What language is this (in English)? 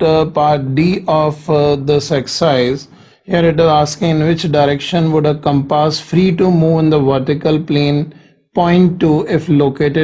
English